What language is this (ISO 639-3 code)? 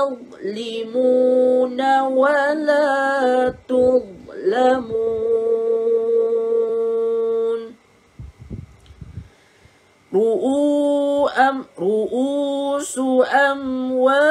msa